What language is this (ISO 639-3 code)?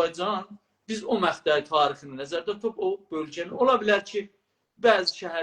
azb